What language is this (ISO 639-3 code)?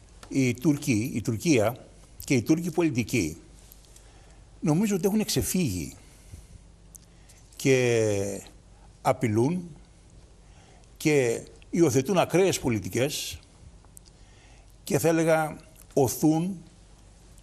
ell